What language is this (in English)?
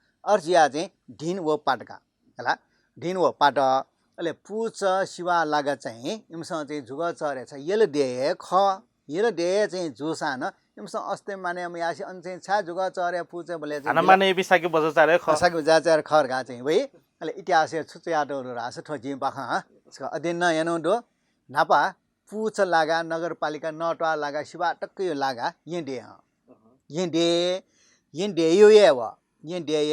Newari